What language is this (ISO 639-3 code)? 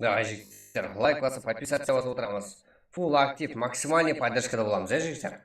kaa